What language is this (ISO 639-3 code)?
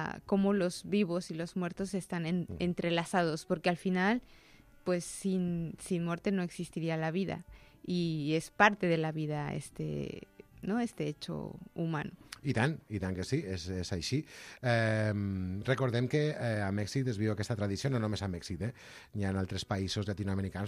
cat